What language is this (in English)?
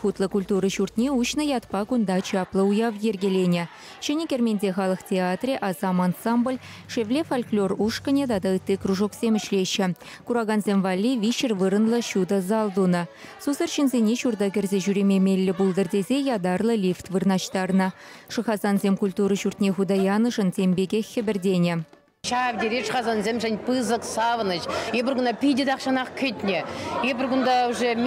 Chuvash